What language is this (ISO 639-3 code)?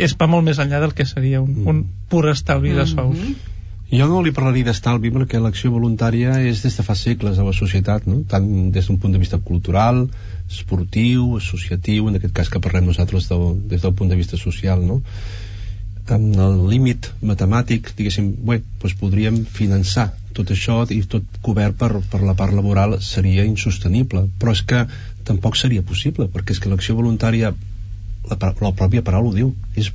cat